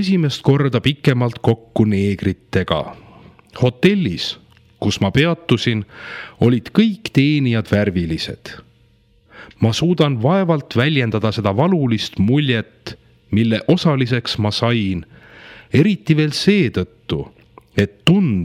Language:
Estonian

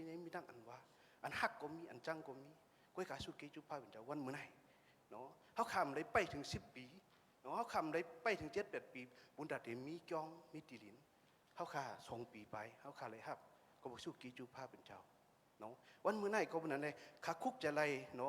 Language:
Shan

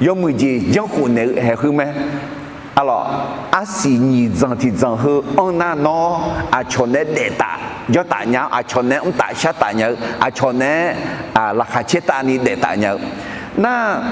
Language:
Akha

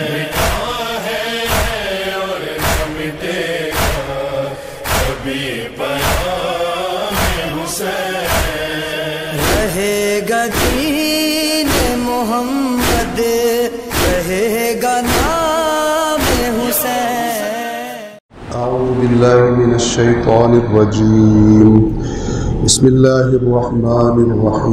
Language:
Urdu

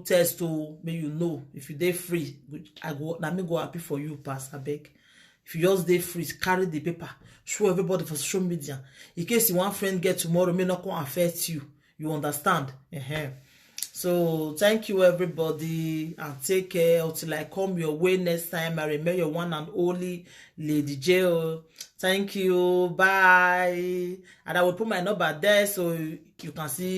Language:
Nigerian Pidgin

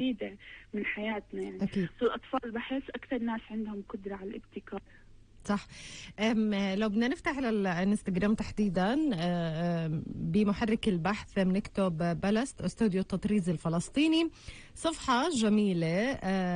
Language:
North Levantine Arabic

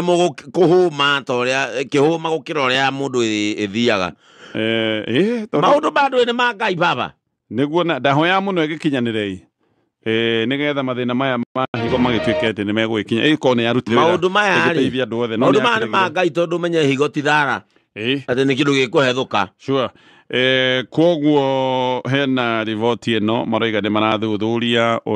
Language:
Kikuyu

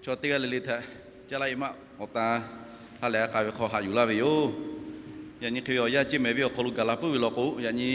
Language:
Lahu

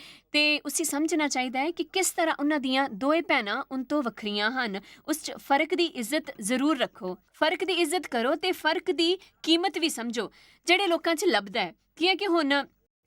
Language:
Dogri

